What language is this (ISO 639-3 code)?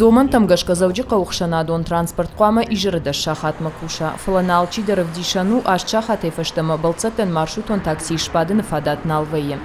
oss